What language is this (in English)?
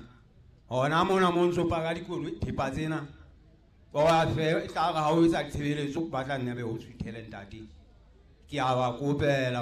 Southern Sotho